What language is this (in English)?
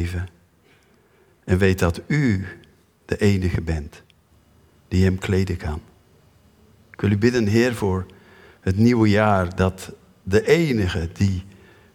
Dutch